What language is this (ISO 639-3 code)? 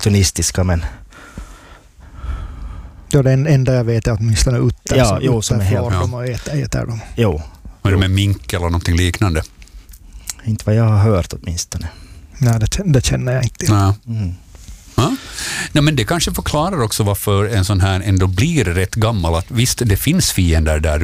swe